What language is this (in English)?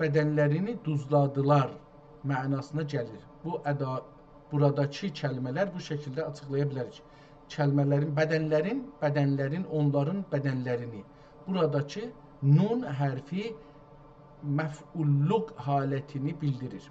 South Azerbaijani